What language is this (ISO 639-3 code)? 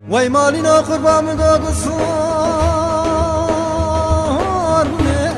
kur